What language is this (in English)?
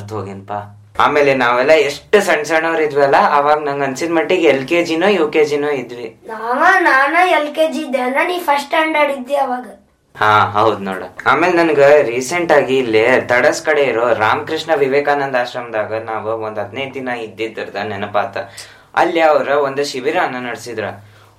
Kannada